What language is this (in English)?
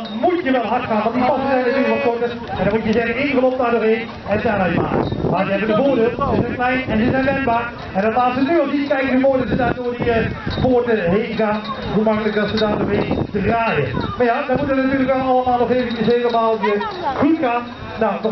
Dutch